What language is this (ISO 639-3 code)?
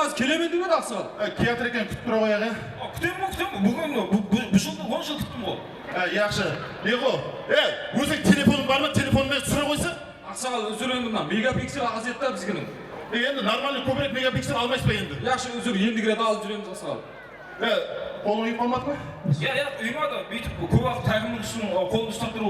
kaa